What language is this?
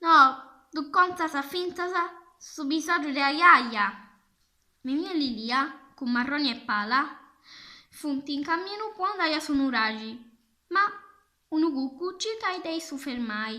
Sardinian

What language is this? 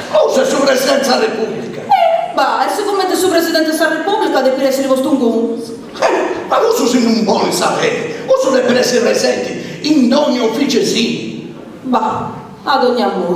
Sardinian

